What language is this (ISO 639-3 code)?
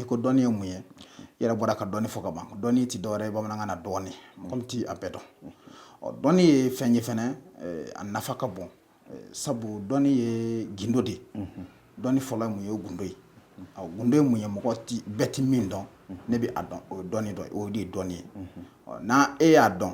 bam